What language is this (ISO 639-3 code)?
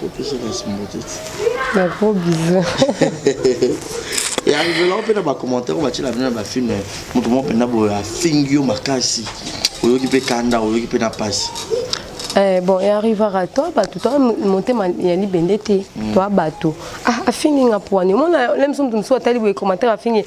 lin